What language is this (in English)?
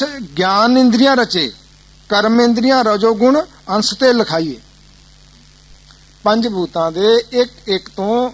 Punjabi